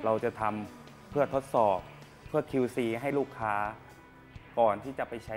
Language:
Thai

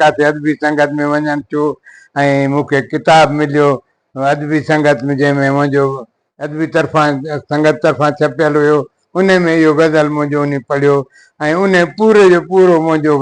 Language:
Sindhi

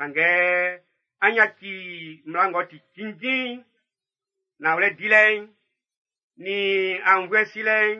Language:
Baoulé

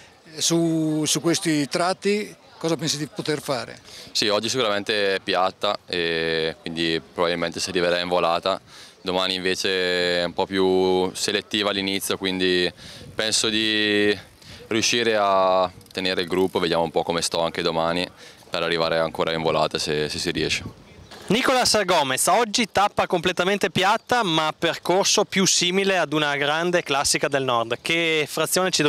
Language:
Italian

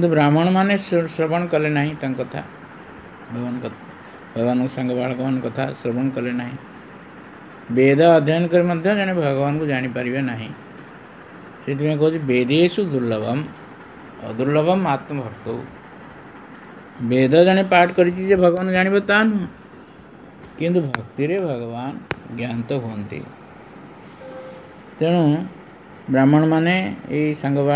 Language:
Odia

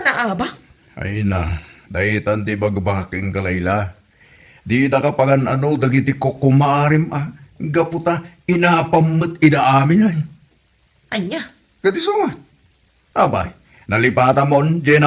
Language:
Iloko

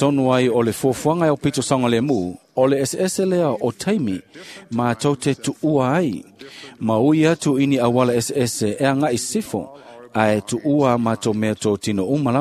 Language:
Samoan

